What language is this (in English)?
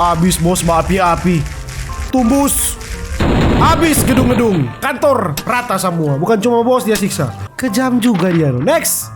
Manado Malay